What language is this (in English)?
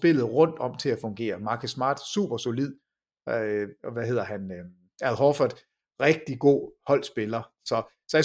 Danish